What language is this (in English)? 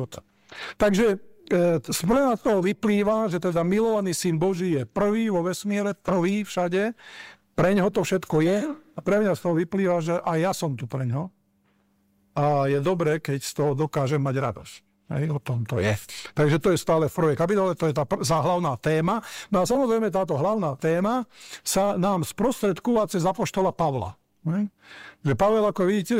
Slovak